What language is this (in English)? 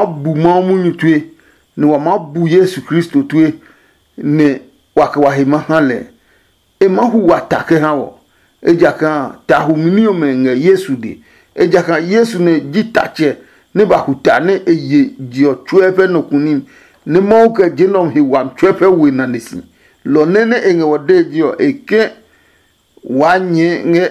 Adangme